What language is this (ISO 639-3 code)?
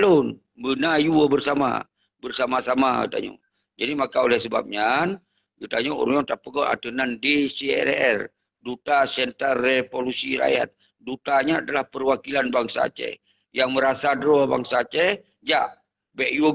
ace